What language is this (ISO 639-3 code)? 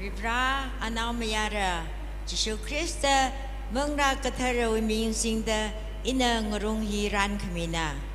nmf